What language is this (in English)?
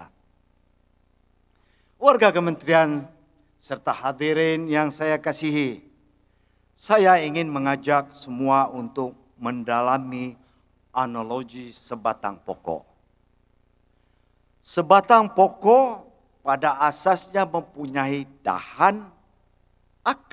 Malay